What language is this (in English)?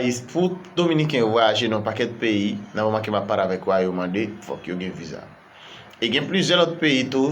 Haitian Creole